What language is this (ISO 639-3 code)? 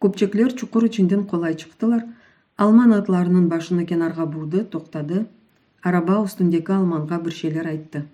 crh